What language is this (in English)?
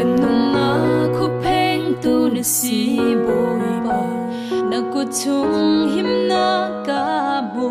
Hakha Chin